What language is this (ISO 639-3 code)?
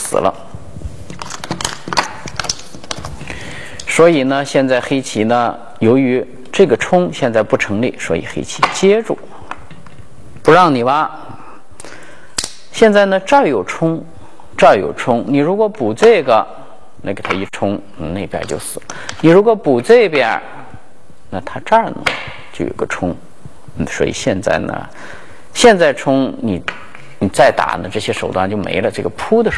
zho